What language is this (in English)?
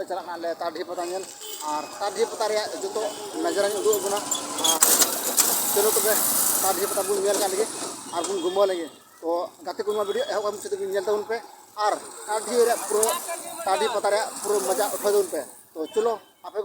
Santali